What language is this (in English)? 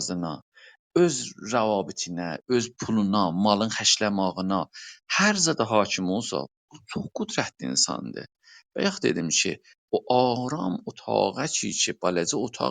South Azerbaijani